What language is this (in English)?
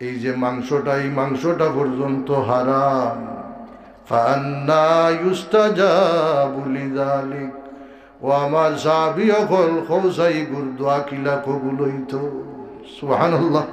Sylheti